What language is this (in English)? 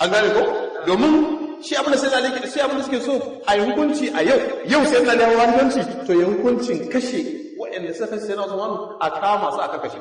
Hausa